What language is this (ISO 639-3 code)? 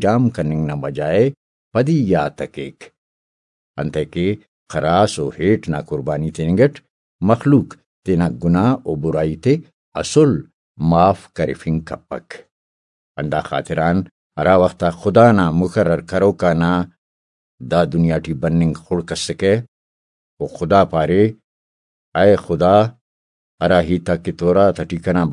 brh